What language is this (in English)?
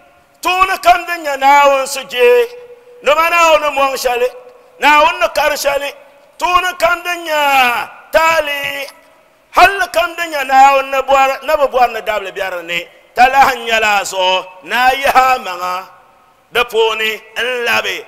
Dagbani